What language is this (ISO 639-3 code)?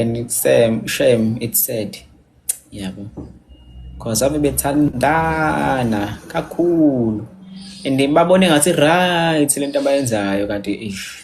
zul